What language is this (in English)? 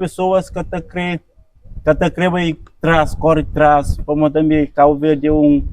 Kabuverdianu